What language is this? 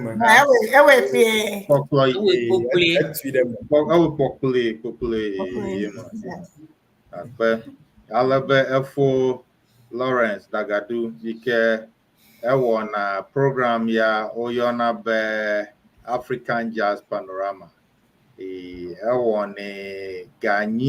Ewe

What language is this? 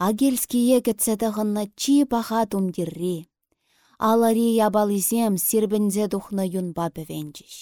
Chuvash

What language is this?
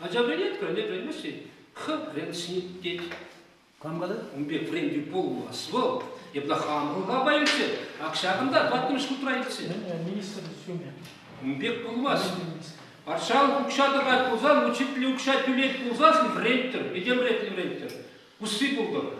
Chuvash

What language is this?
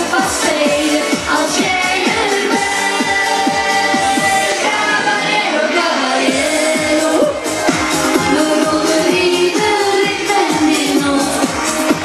Dutch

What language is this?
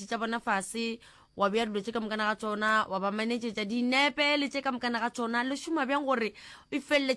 Northern Sotho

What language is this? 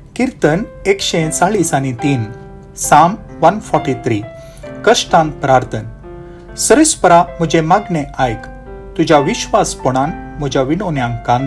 Konkani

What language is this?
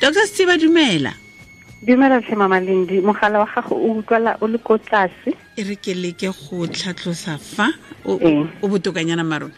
Tswana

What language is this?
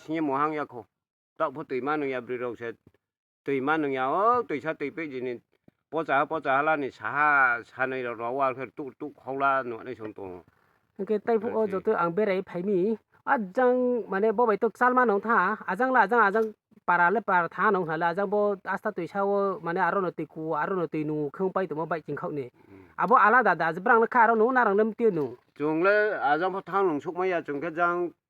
Riang (India)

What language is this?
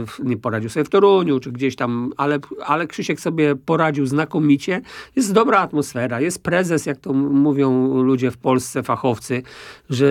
Polish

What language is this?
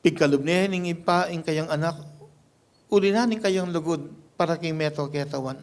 Pampanga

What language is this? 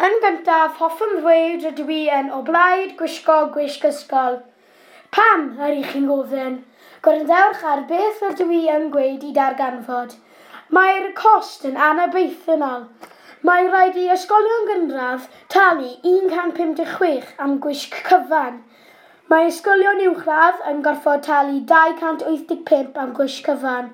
Welsh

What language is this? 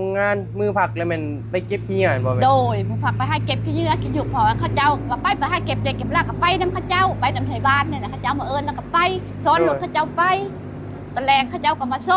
Northeastern Thai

